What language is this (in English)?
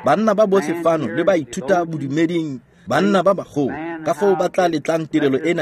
Tswana